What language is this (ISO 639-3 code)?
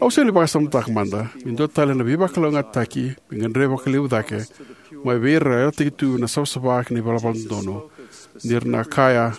fij